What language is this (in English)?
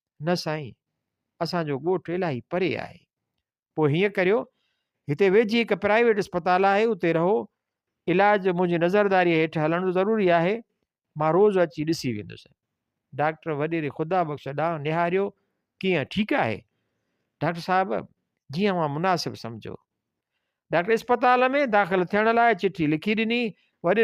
Sindhi